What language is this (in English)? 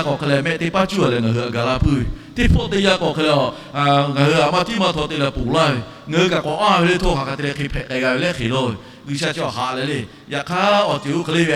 Lahu